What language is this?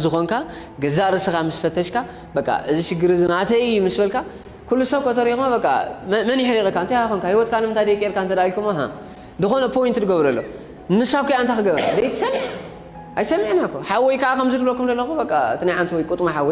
Tigrinya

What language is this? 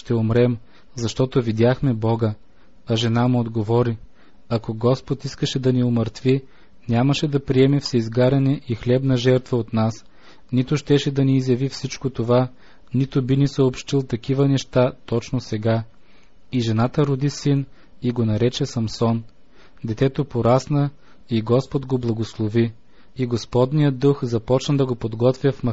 Bulgarian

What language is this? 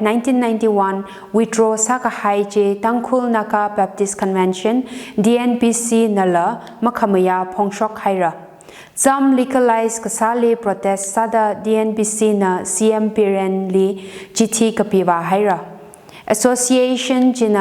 Tangkhul Naga (India)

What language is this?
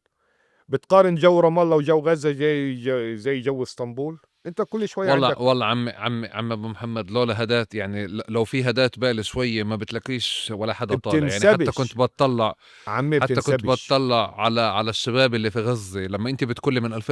North Levantine Arabic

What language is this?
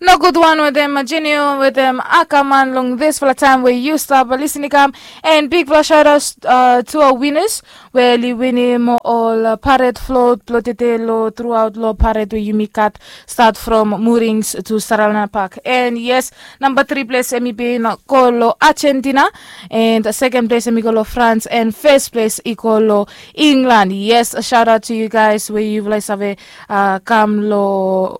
Bislama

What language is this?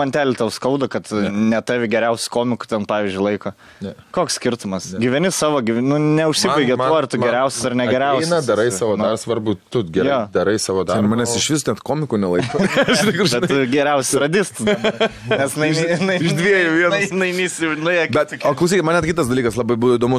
Lithuanian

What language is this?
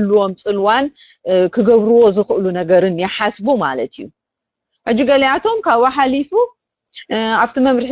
Tigrinya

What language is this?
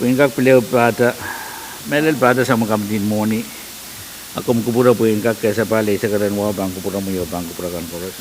Pohnpeian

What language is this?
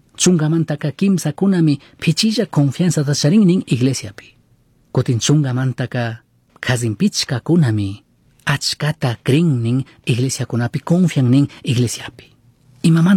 Chimborazo Highland Quichua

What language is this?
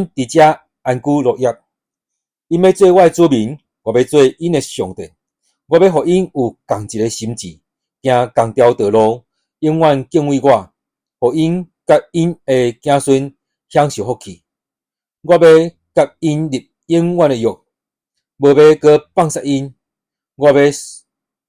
Min Nan Chinese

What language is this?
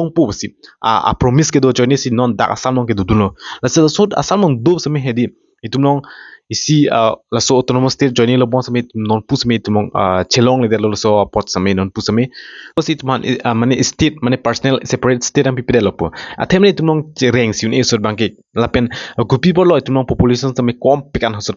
Karbi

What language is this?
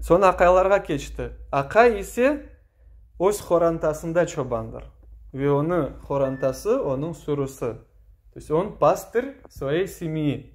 Crimean Tatar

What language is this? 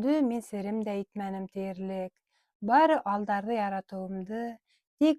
Bashkir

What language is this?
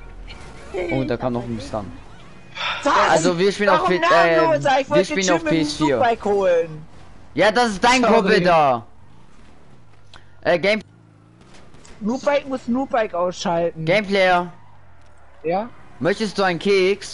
German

